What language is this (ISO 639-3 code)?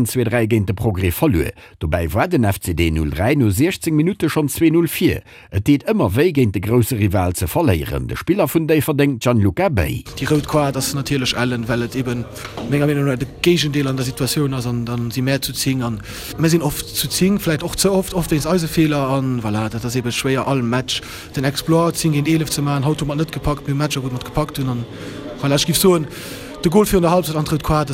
ltz